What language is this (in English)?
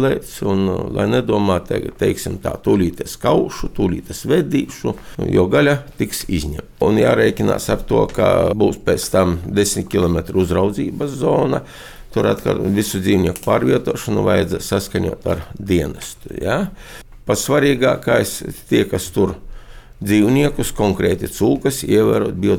Latvian